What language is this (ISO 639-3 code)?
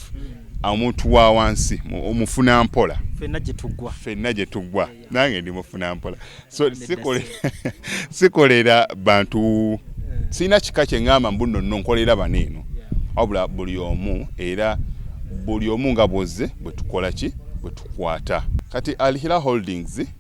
lug